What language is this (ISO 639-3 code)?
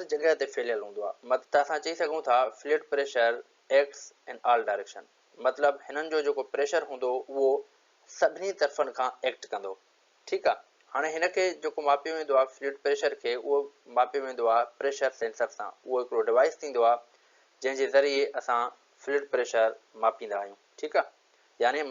snd